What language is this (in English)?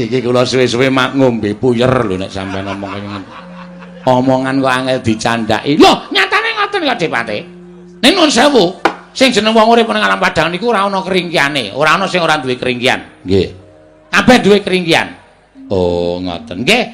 Javanese